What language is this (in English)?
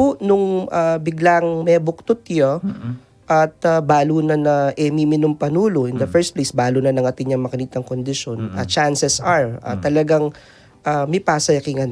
Pampanga